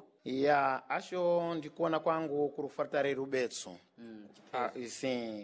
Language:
Sena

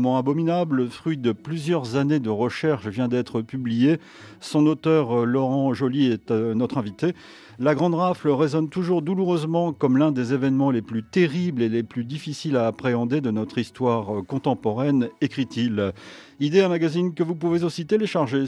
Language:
French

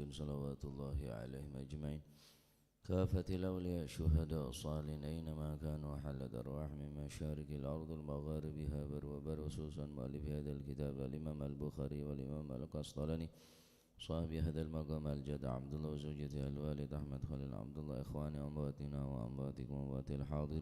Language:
Madurese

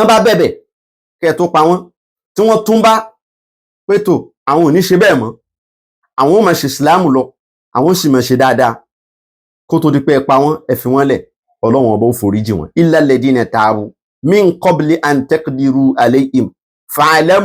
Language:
Yoruba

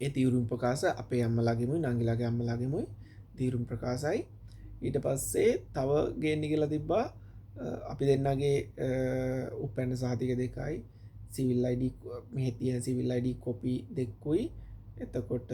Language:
Sinhala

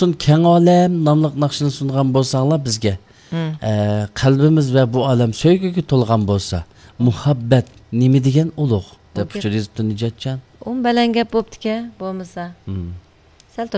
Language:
Uyghur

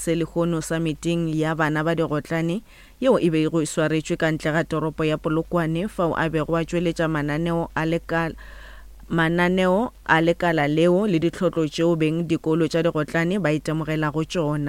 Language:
Northern Sotho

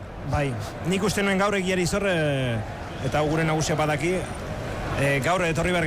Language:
Basque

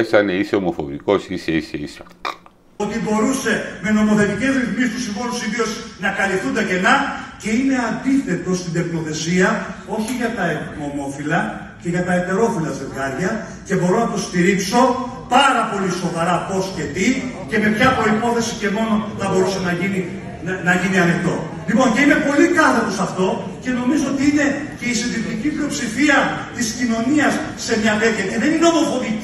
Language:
Greek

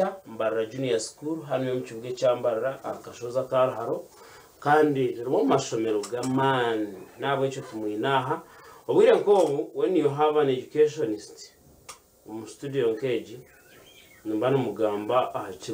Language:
Nyankole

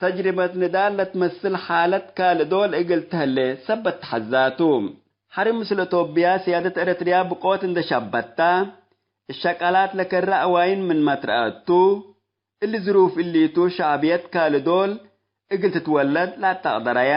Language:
Tigre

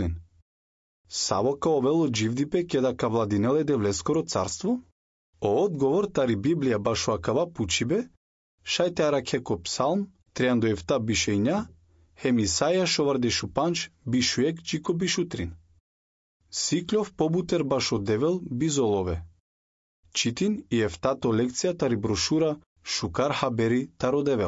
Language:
Macedonian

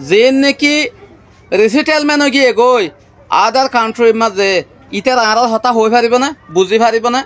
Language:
Rohingya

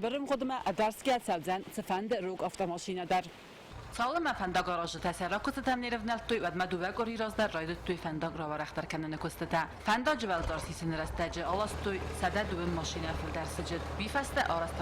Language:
Ossetic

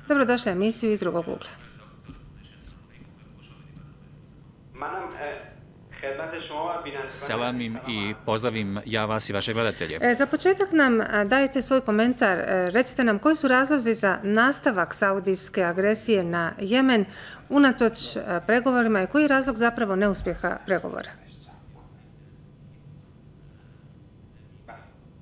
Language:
Bosnian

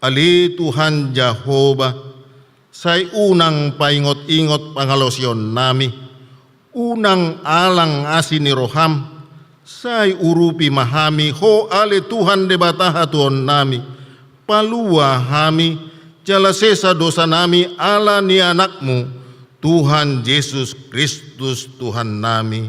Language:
Batak Toba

